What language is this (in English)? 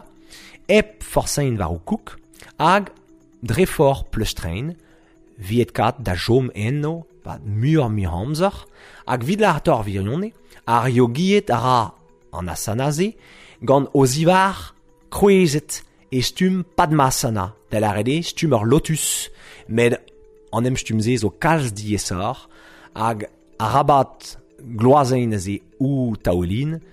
Breton